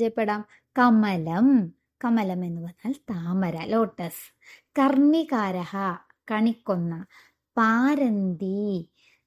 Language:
Malayalam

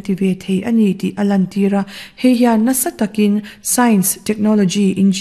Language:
Mizo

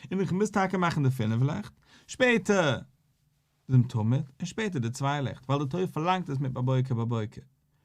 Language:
Yiddish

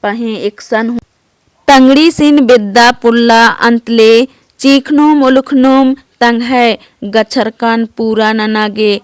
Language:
Kurukh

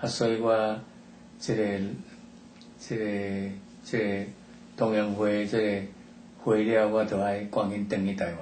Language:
Min Nan Chinese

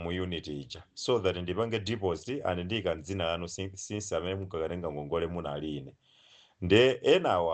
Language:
Nyanja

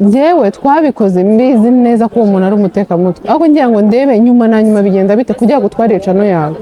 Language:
Kinyarwanda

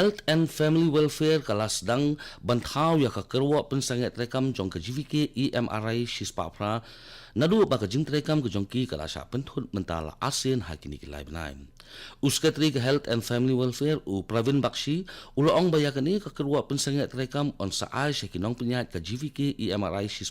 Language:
Khasi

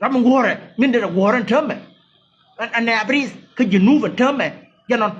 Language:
Nuer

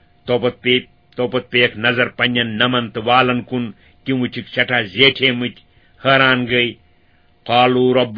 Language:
Kashmiri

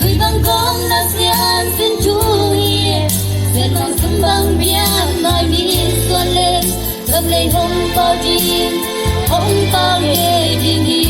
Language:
Tedim Chin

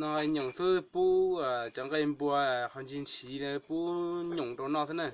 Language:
Hmong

